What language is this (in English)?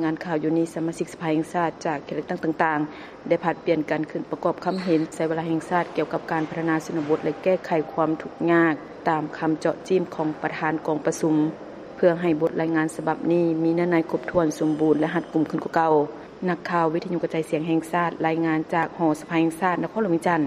Lao